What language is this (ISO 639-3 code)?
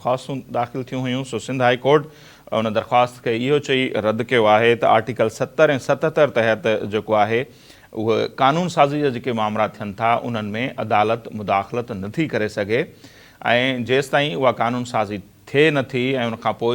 snd